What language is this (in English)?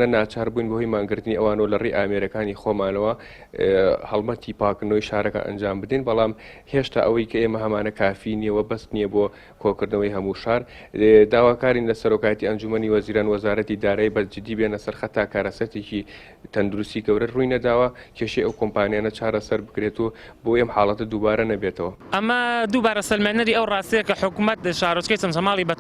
Central Kurdish